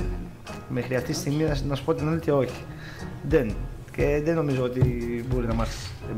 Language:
Greek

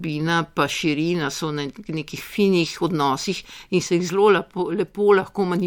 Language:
Slovenian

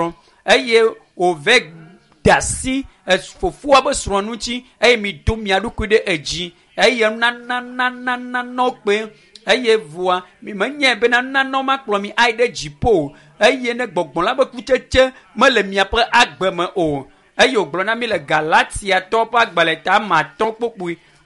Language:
Ewe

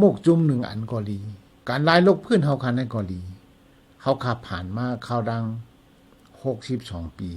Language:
Shan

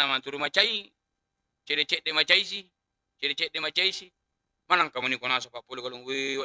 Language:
Buginese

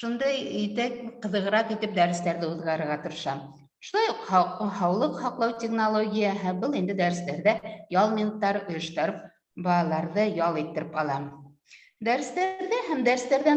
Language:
Bashkir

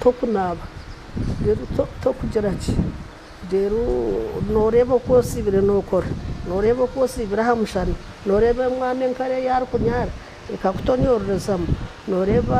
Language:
Nyankole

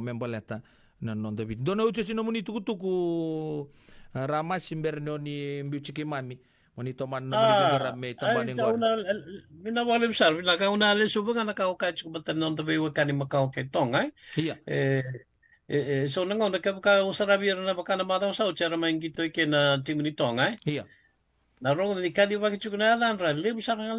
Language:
Fijian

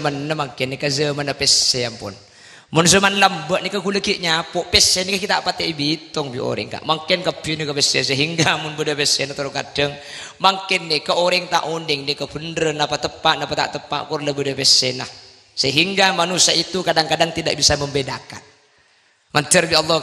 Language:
Madurese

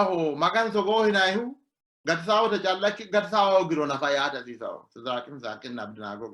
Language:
Sidamo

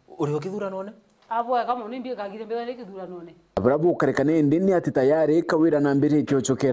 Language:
Meru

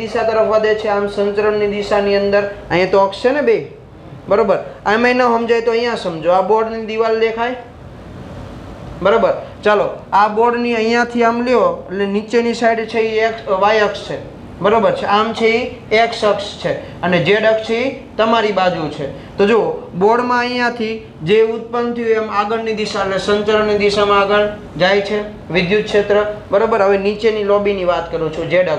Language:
Gujarati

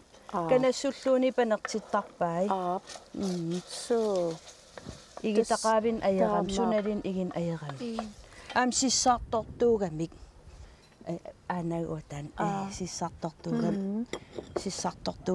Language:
Kalaallisut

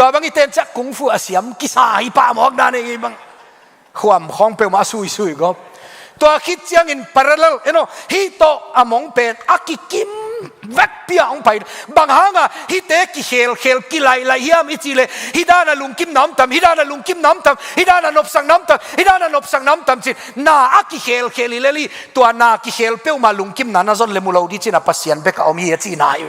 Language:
Tedim Chin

